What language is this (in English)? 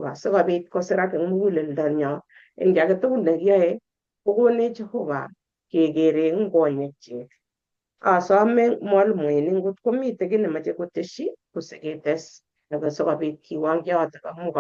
Kalenjin